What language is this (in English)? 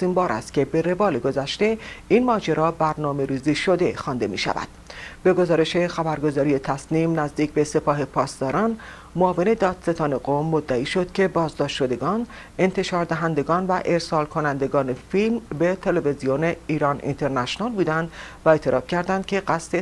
Persian